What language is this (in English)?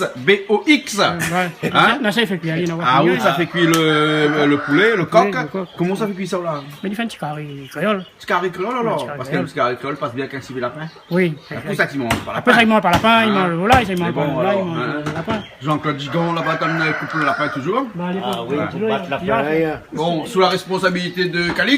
Réunion Creole French